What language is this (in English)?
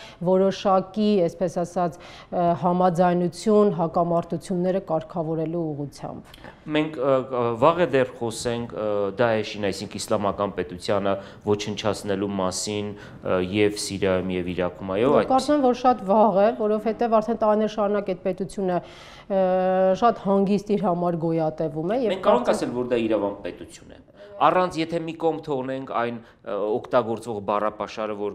Armenian